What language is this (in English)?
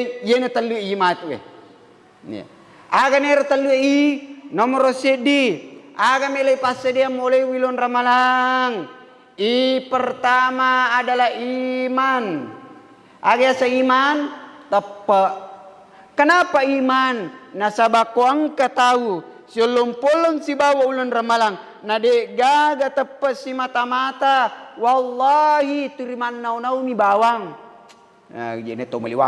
Buginese